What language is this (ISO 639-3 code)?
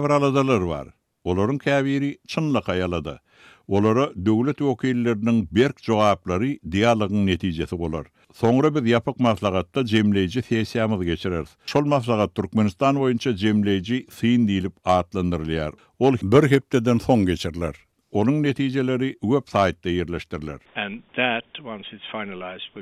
tuk